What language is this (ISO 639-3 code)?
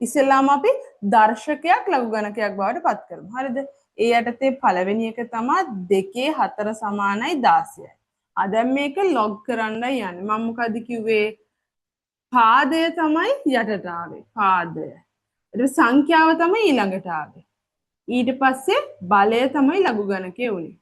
sin